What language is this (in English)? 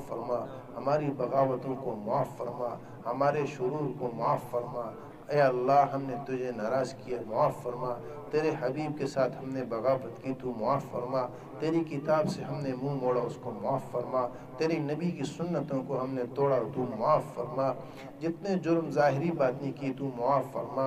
Urdu